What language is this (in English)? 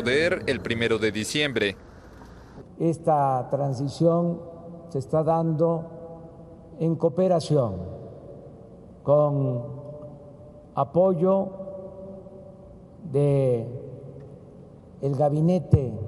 Spanish